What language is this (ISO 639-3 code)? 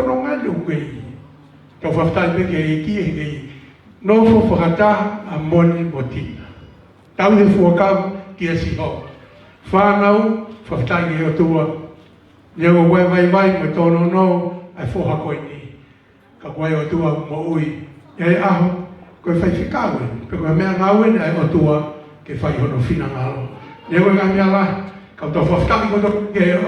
ton